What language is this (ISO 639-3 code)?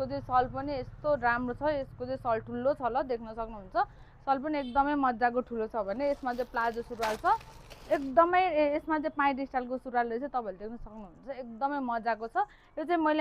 nep